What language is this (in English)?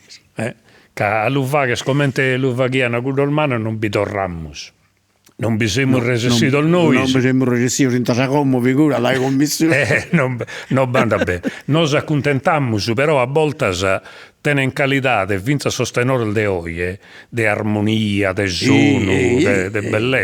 Sardinian